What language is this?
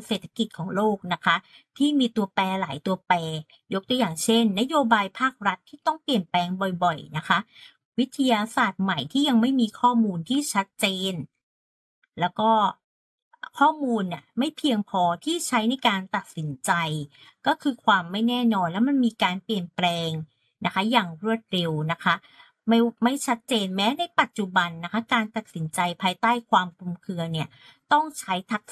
Thai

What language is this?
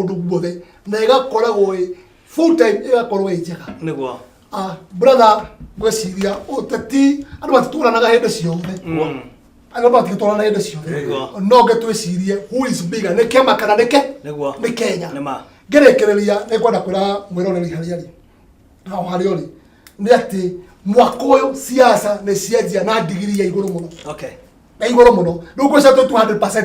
Kikuyu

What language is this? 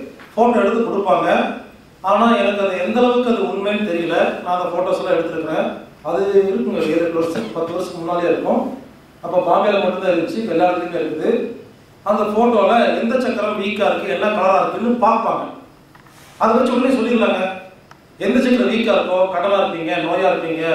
Tamil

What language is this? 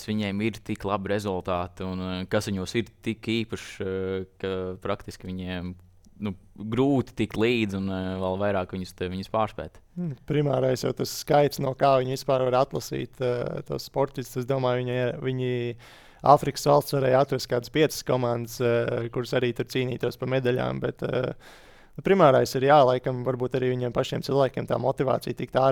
Latvian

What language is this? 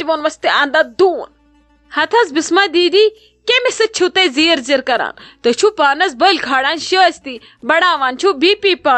Kashmiri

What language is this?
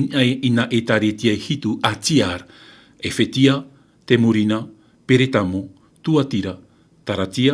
Tahitian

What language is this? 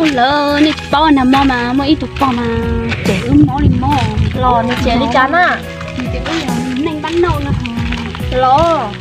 Hmong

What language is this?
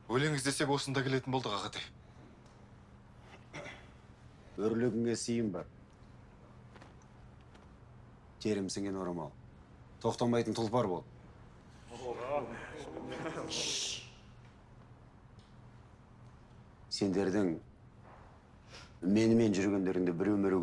Kazakh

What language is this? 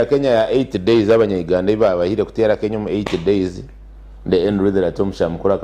Nyankole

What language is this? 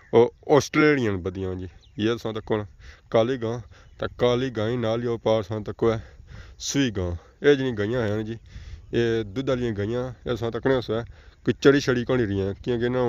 Pahari-Potwari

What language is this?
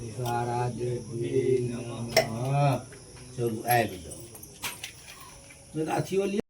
Maithili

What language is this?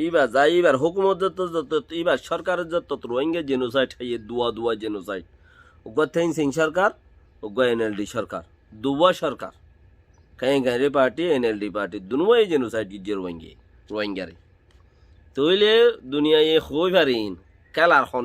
Rohingya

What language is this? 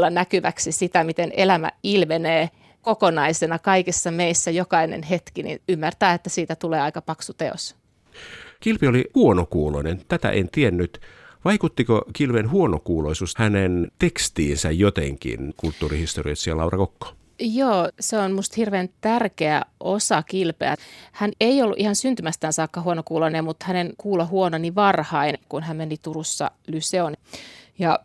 Finnish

